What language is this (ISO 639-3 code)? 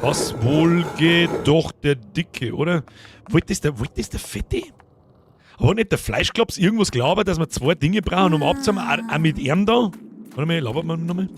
bar